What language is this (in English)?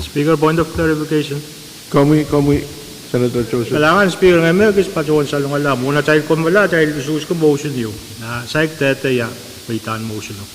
Pohnpeian